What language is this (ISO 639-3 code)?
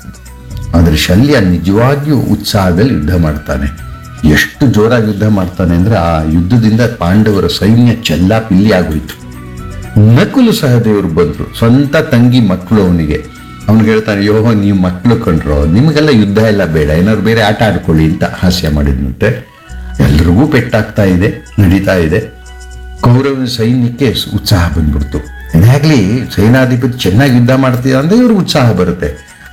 kan